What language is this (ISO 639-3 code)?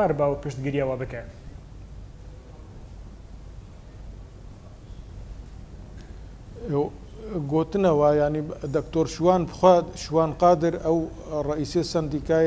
kur